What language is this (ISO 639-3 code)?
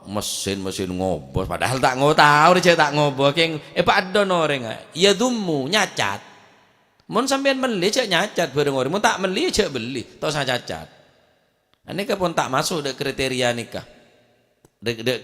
mad